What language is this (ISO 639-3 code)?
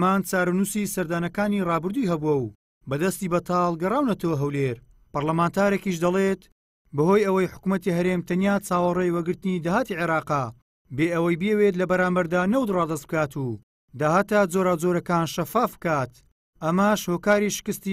ckb